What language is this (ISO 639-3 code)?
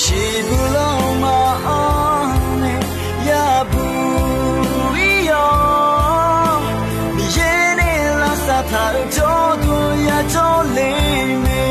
ahk